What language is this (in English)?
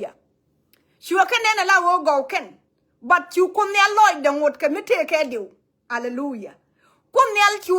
Nuer